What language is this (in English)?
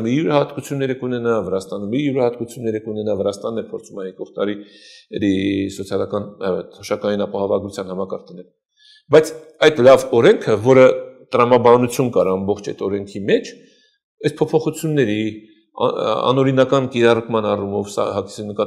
Armenian